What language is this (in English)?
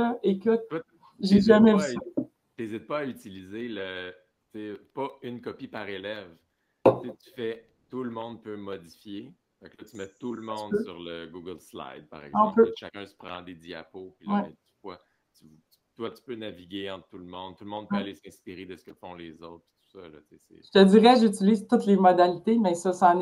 French